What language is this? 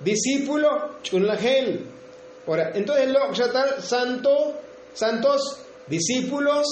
Tzotzil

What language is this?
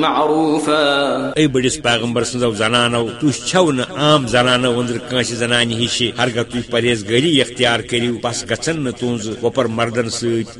Kashmiri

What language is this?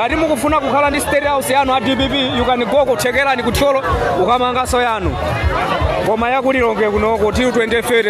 Nyanja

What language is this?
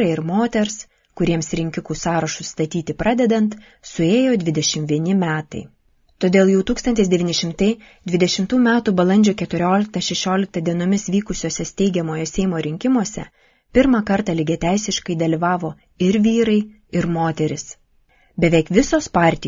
Lithuanian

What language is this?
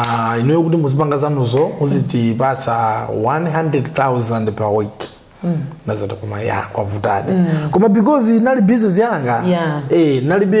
Nyanja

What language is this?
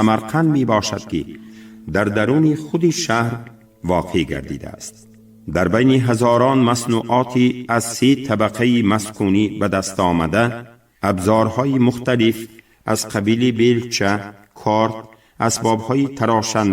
Tajik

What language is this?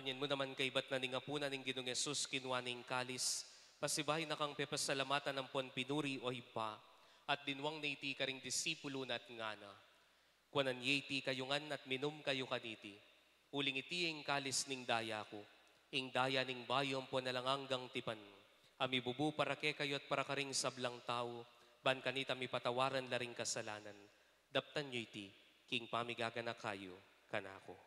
Pampanga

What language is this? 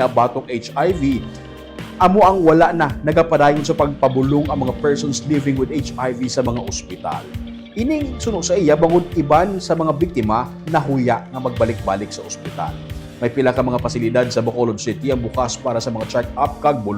Hiligaynon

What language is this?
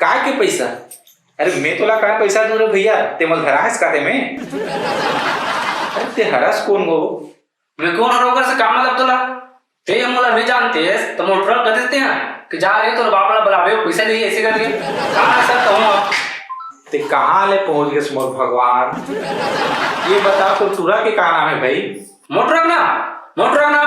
Chhattisgarhi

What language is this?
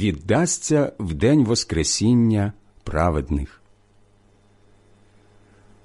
Ukrainian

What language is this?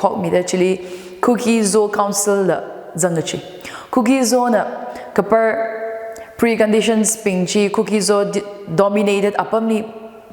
Tangkhul Naga (India)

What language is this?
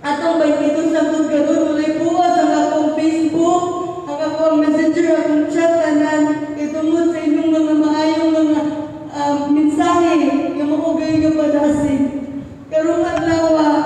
Cebuano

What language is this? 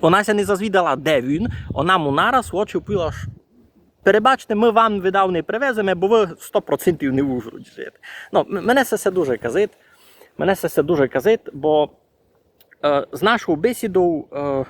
Rusyn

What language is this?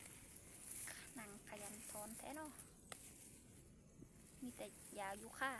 Lao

